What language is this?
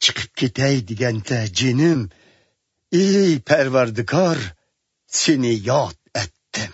Uyghur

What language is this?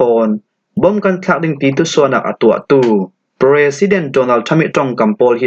Falam Chin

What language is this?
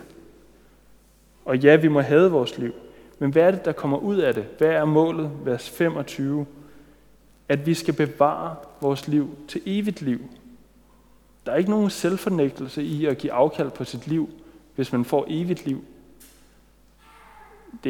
Danish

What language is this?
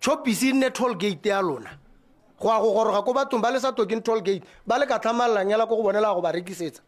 Tswana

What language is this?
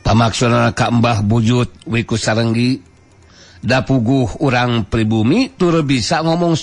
Sundanese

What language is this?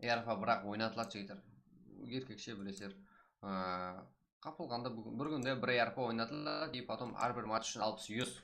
Kara-Kalpak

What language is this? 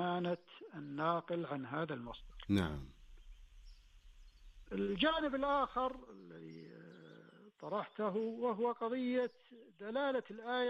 Arabic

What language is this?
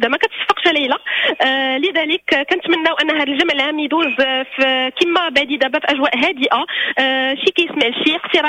Moroccan Arabic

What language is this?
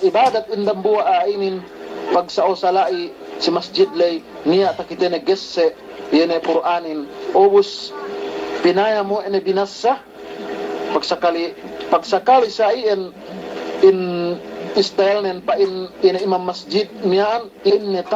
Yakan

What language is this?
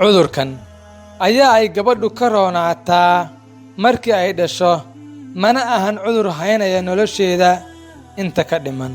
Somali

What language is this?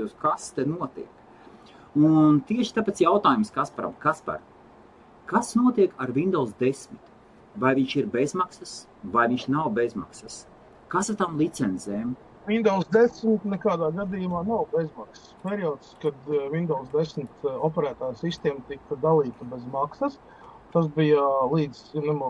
Latvian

